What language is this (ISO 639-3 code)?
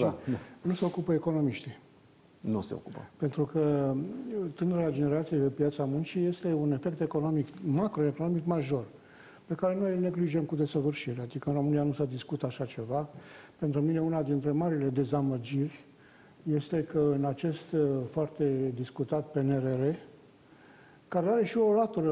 ron